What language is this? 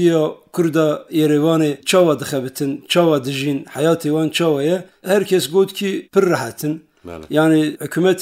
Kurdish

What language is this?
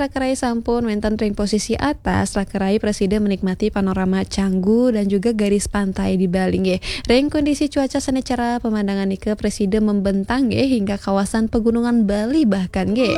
Balinese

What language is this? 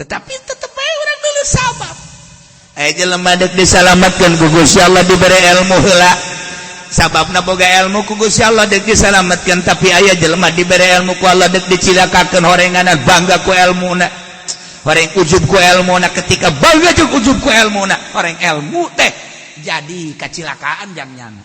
Sundanese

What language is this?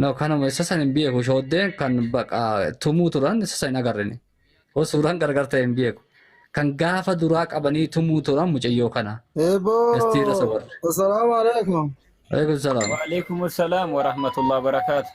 Oromo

